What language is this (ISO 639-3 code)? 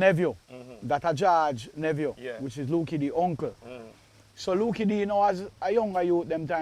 jam